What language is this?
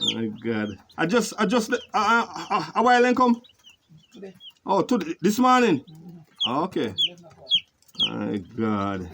Jamaican Creole English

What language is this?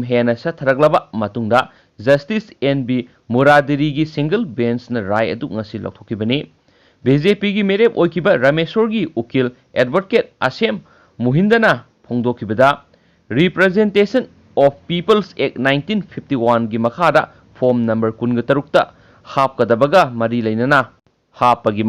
Manipuri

